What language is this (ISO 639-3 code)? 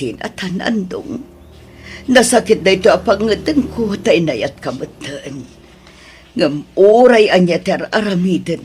ilo